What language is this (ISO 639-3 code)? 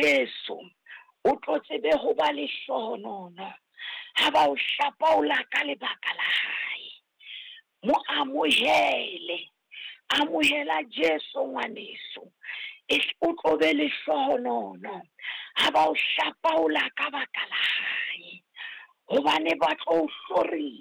sot